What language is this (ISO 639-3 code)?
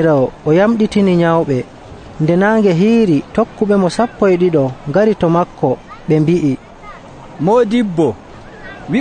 fuv